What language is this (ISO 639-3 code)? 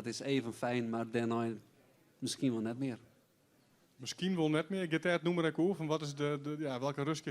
fry